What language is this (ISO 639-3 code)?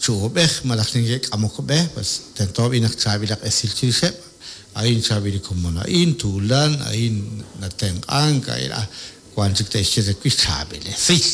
kek